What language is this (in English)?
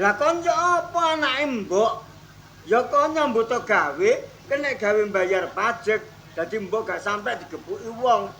Javanese